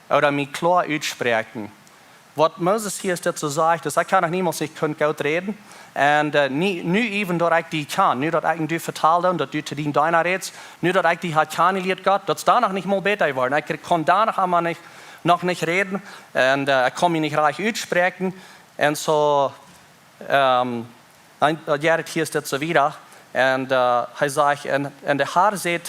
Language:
Plautdietsch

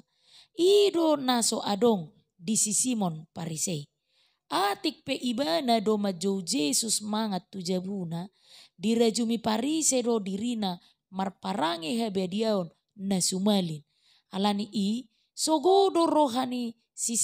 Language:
Batak Toba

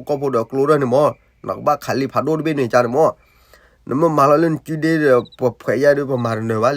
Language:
S'gaw Karen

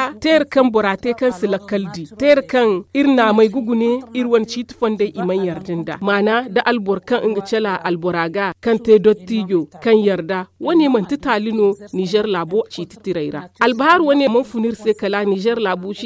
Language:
Zarma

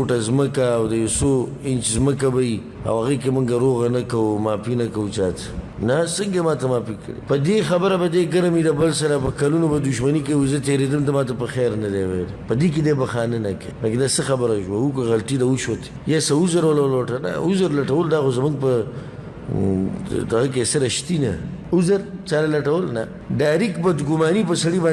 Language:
Pashto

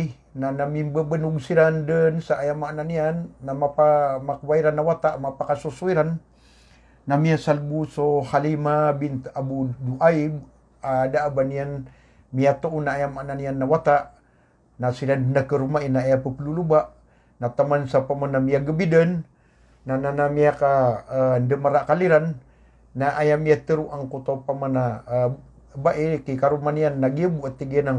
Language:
Maranao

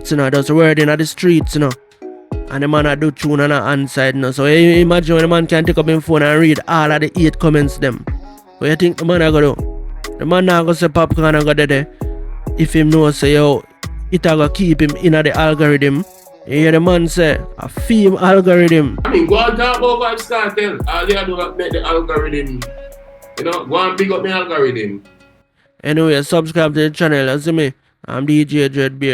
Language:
Jamaican Creole English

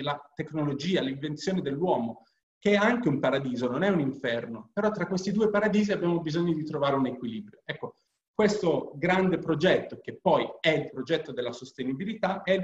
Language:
Italian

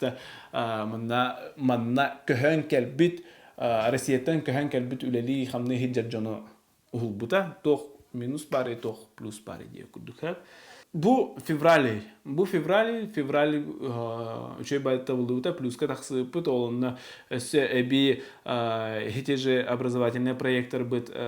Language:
Yakut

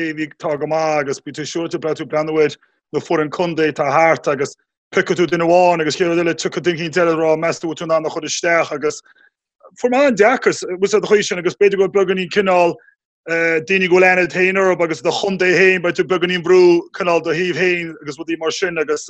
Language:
Irish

